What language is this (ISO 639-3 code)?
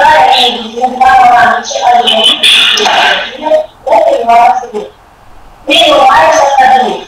ron